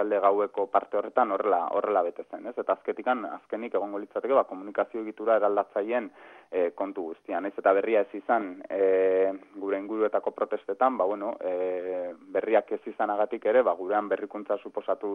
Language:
Basque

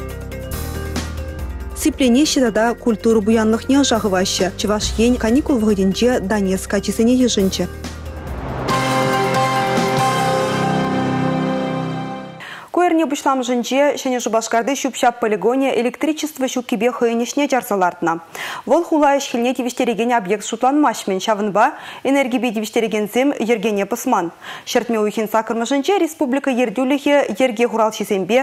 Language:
Chuvash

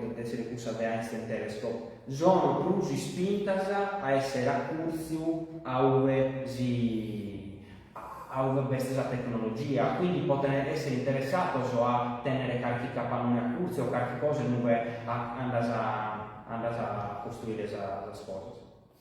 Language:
Sardinian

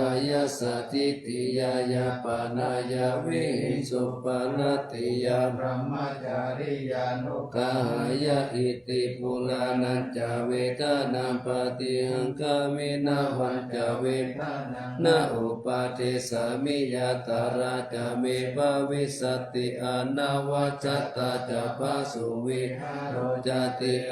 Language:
Pali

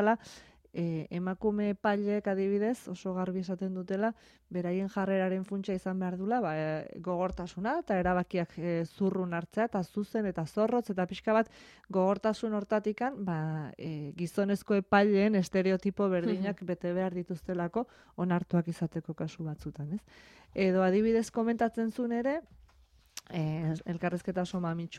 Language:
Basque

